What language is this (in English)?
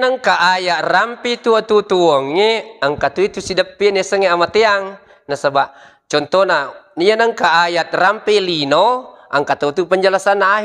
Buginese